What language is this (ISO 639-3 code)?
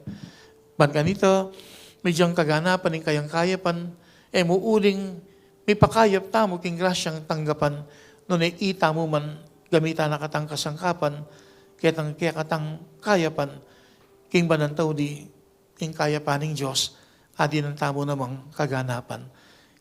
pam